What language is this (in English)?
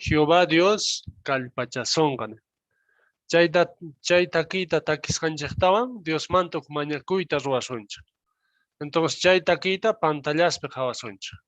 South Bolivian Quechua